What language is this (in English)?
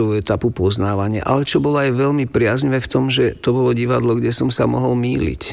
Slovak